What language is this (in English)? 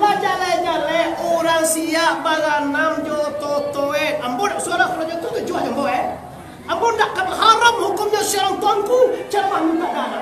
Minangkabau